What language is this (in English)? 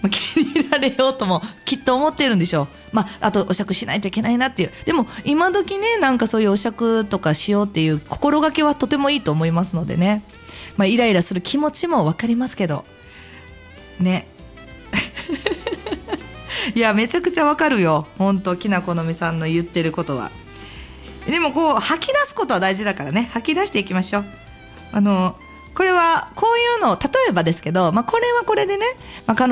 Japanese